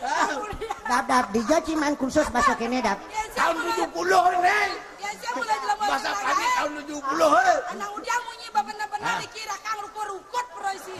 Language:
Balinese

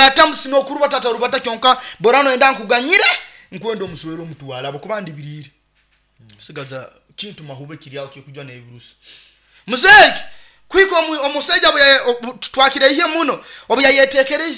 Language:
Nyoro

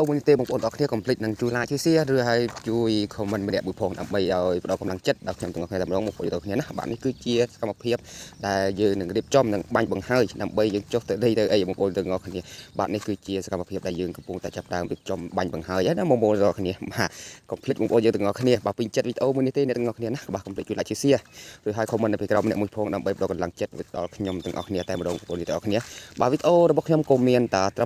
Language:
Khmer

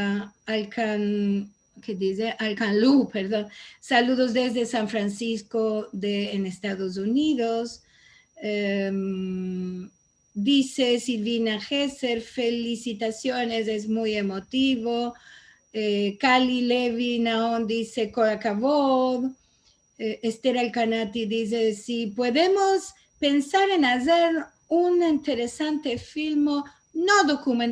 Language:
Ladino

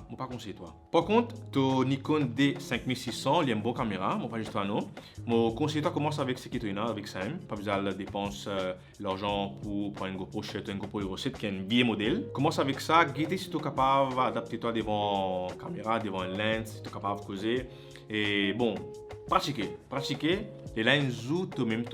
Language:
Morisyen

